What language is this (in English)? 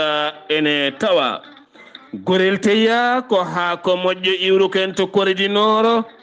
Fula